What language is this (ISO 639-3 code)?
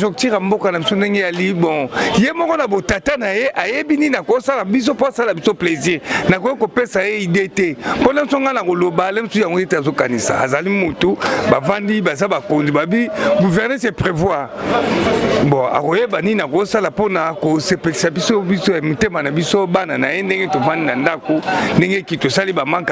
lin